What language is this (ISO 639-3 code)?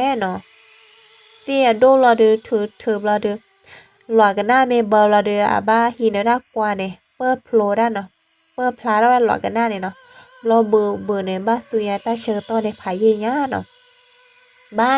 ksw